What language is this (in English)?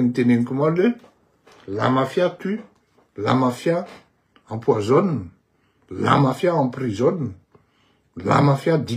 Malagasy